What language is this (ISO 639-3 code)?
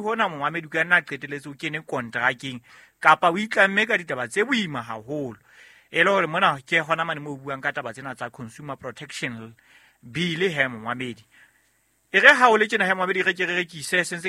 sot